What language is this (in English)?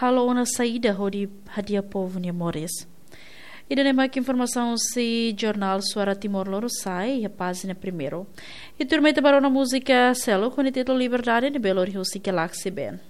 Tetum